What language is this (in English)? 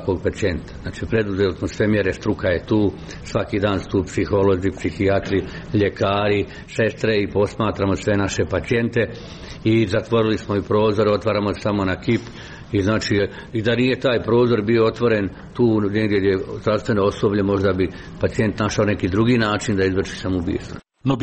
Serbian